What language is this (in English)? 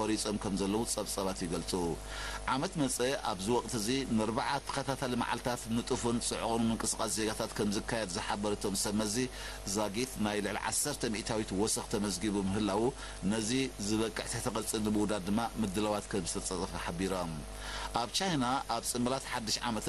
Tigrinya